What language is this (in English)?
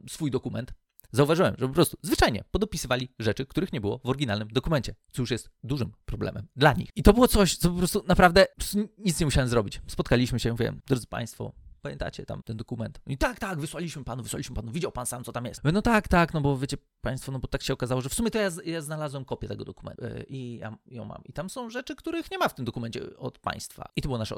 Polish